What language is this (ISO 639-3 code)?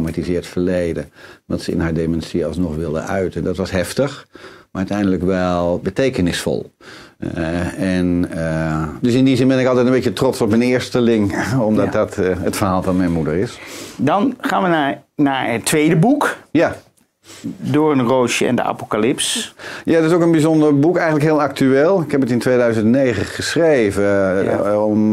nld